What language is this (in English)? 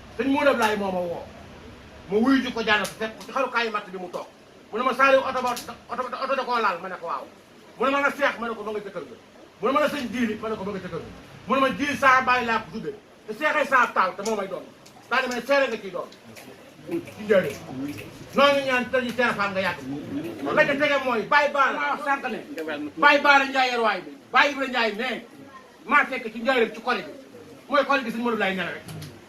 Wolof